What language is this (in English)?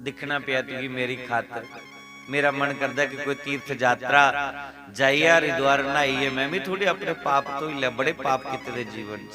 Dogri